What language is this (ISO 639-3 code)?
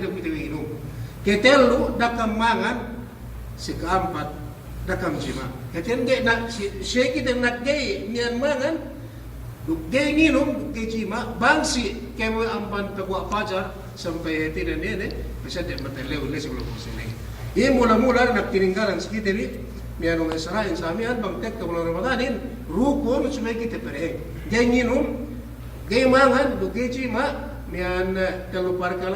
yka